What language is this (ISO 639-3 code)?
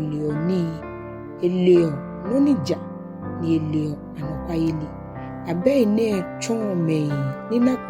gaa